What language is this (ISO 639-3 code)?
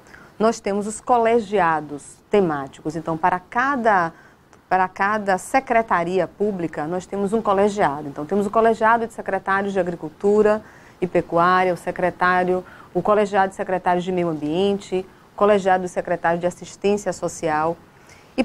por